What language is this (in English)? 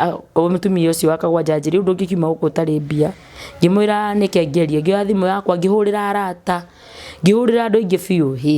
Kikuyu